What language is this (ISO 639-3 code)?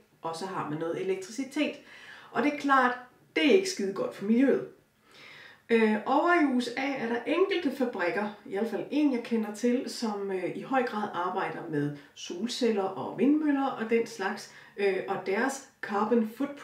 dan